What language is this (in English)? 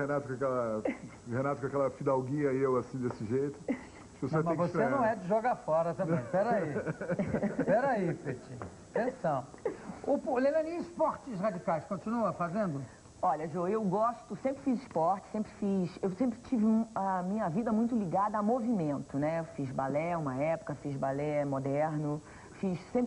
Portuguese